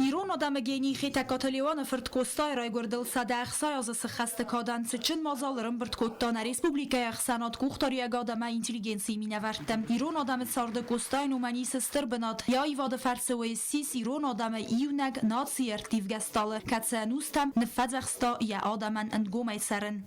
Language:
Ossetic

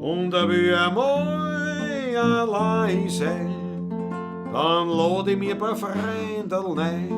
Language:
Bavarian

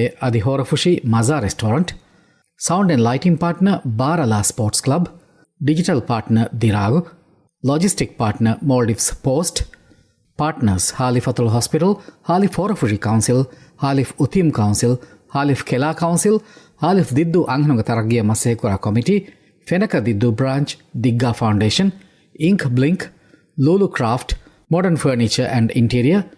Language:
Divehi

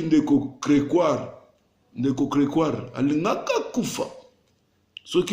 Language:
Lingala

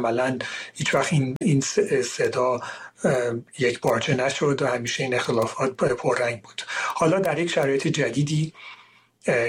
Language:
Persian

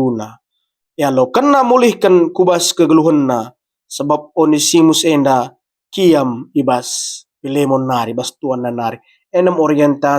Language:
Batak Karo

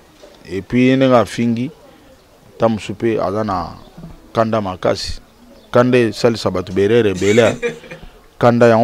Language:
Lingala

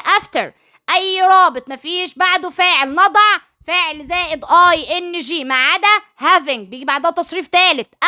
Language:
Egyptian Arabic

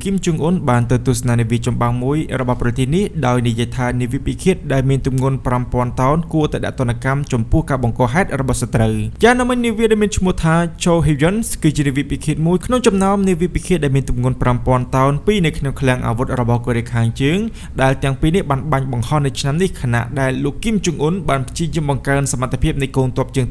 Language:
Khmer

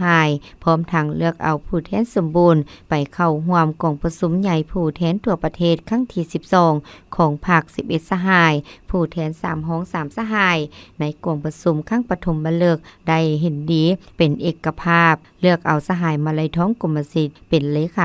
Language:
Lao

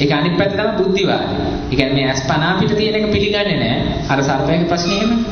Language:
Sinhala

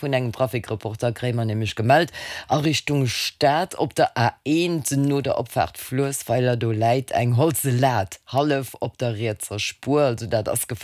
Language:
Luxembourgish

